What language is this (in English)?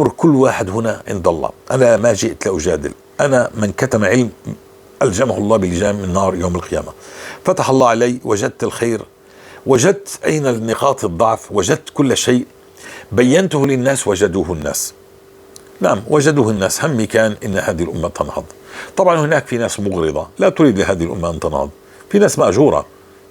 North Levantine Arabic